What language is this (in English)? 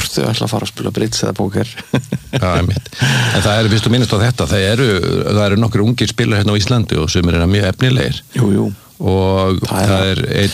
Icelandic